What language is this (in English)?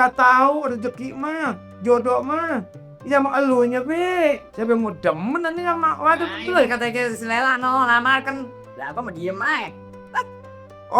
Betawi